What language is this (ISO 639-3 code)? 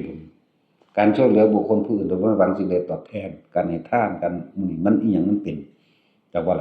tts